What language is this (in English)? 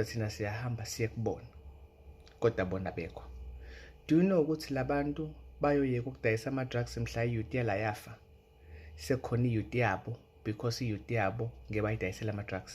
Zulu